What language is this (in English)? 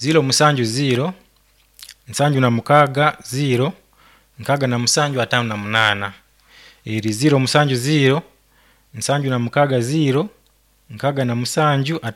Nyoro